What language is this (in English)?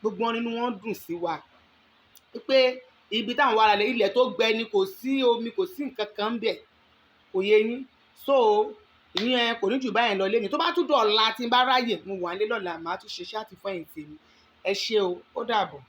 Yoruba